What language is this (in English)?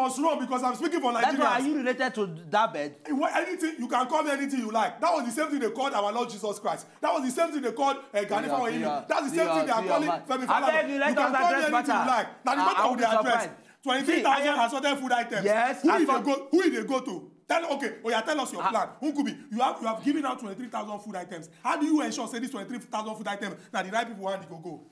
Nigerian Pidgin